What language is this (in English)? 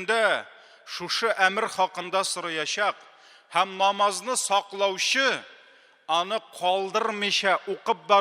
Tatar